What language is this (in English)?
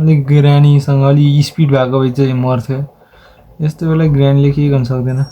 Nepali